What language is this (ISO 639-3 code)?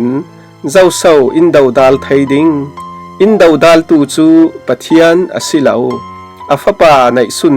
cfm